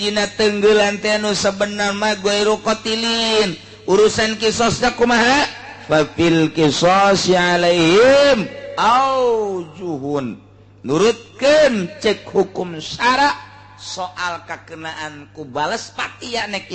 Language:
Sundanese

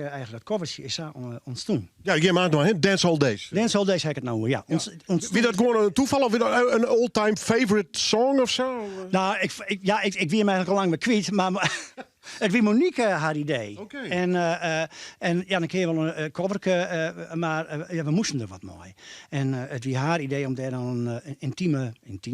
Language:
Western Frisian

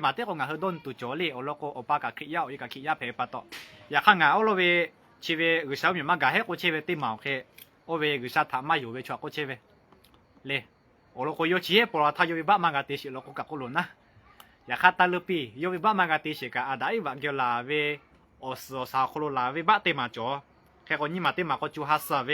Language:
Lahu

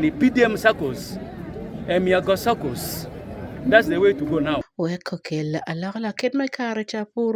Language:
Acoli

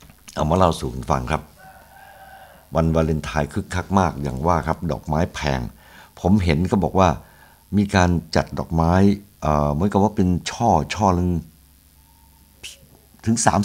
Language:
Thai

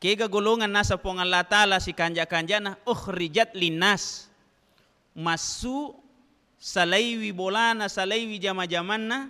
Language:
Buginese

